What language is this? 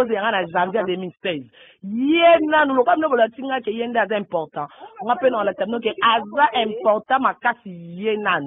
Lingala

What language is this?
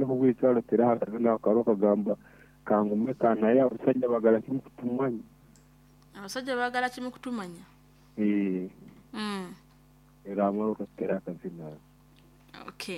Nyankole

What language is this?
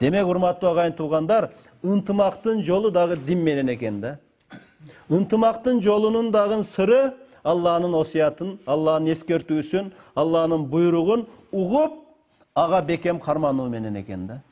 Kyrgyz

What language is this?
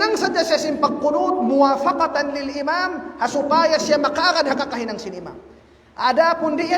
Tausug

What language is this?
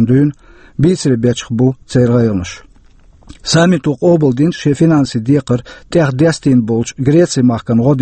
Chechen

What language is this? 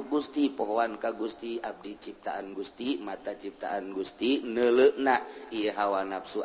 Sundanese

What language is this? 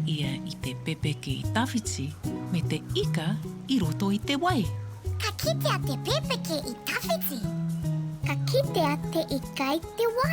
Māori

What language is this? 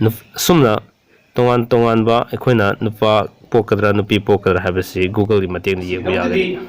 Manipuri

